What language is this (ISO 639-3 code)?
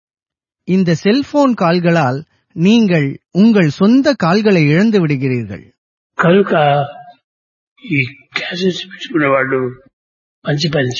tam